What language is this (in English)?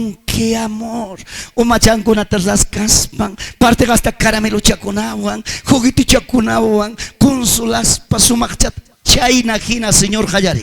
Ayacucho Quechua